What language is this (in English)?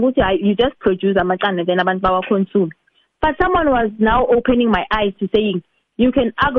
South Ndebele